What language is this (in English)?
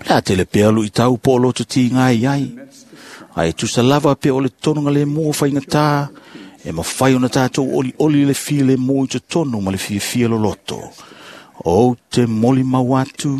Samoan